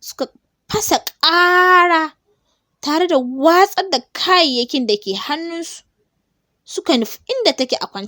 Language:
Hausa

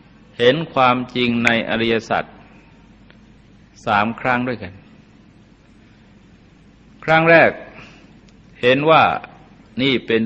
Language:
Thai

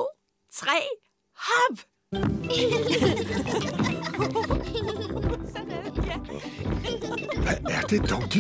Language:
Danish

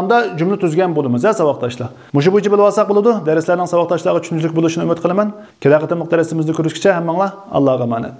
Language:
Uyghur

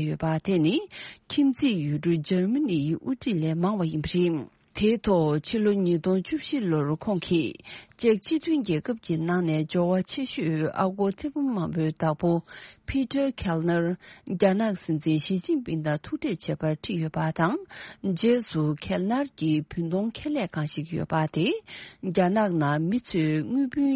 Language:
Tibetan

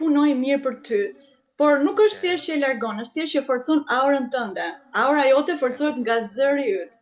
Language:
Albanian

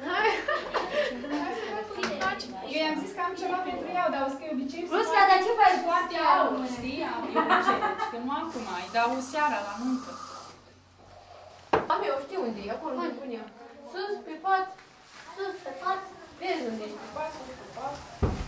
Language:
Romanian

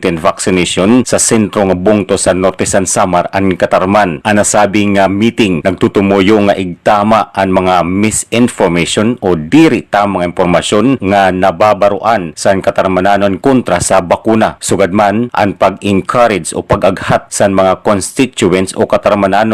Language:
Waray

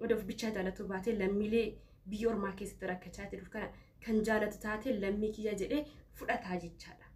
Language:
Oromo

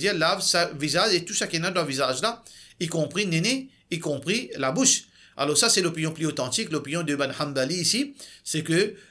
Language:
Morisyen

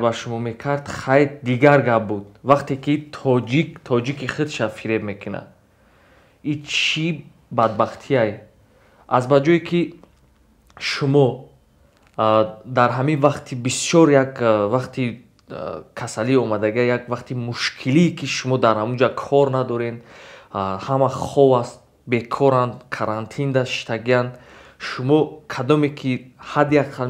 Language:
Tajik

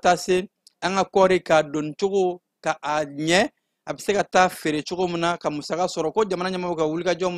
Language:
Bambara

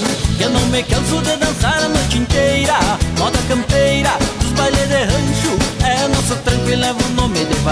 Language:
Portuguese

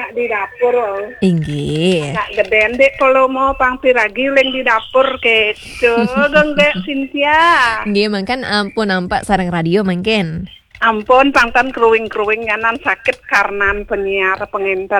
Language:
Balinese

